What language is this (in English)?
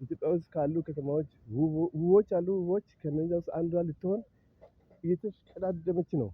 Amharic